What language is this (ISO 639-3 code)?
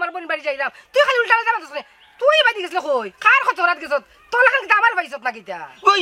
syl